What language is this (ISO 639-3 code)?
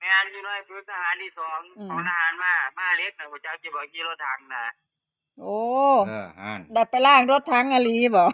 tts